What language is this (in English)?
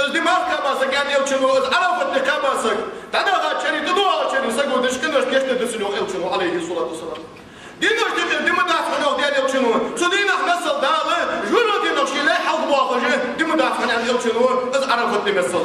Ingush